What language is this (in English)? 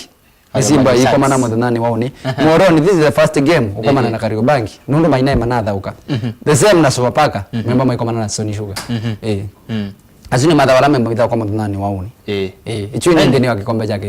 Kamba